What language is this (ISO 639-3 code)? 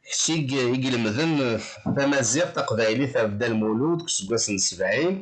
kab